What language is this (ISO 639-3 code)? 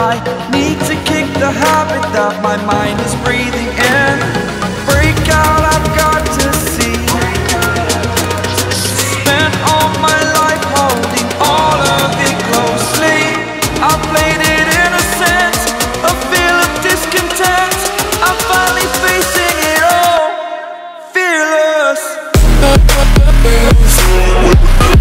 eng